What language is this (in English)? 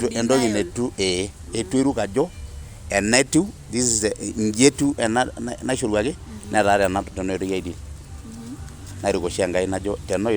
Masai